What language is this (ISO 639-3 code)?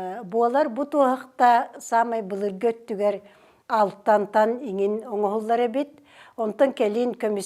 sah